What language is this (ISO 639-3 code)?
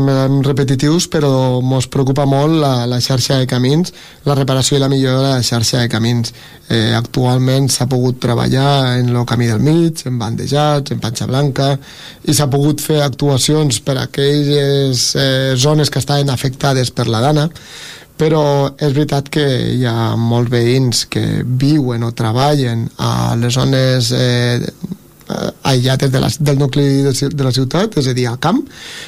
cat